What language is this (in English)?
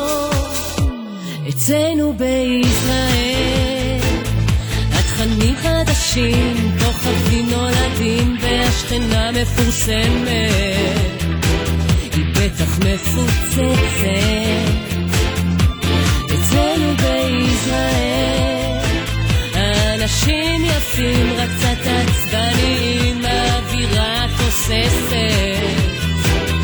Hebrew